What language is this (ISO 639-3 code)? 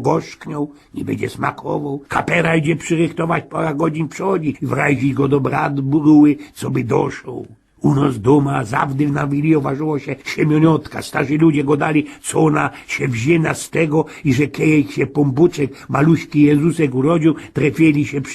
szl